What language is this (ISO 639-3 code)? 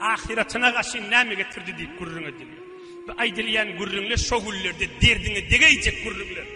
tuk